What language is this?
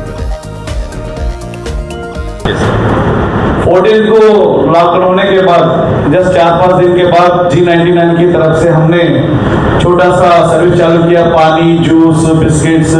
Hindi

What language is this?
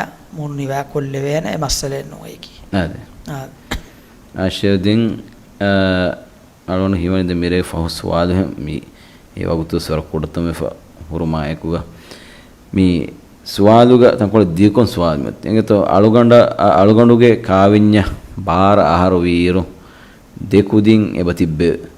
Divehi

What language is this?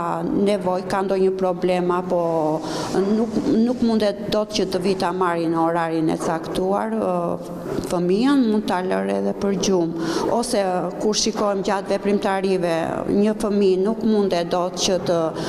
Albanian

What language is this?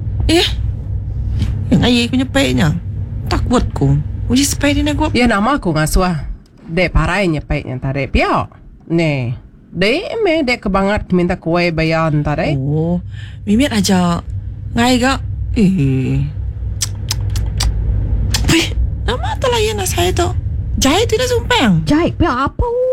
Iban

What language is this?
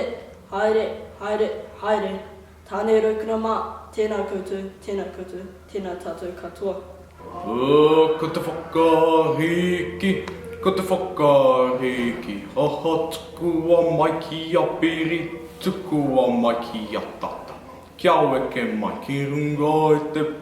Māori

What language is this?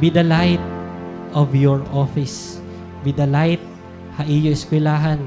Waray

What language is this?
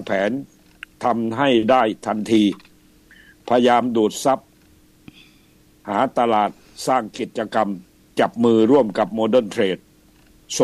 Thai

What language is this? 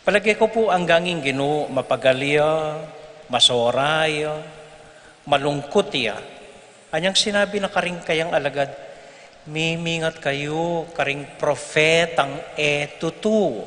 Pampanga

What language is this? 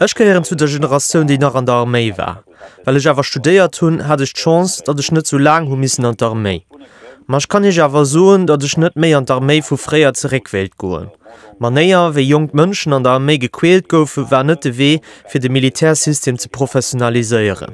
Luxembourgish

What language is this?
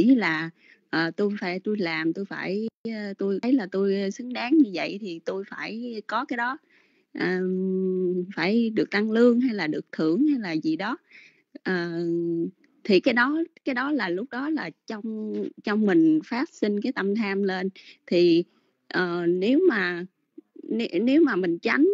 Vietnamese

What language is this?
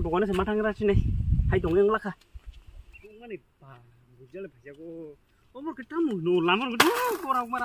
Kok Borok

